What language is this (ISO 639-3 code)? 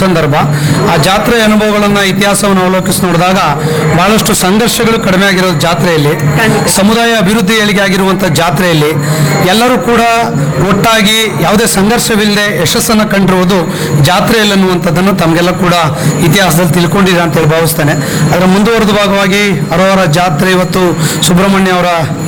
kan